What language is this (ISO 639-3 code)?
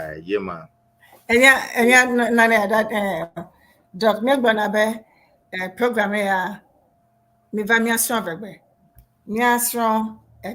ewe